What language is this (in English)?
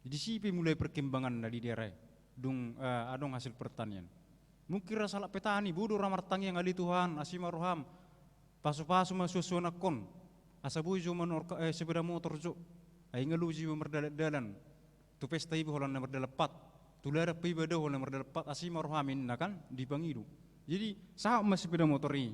Batak Toba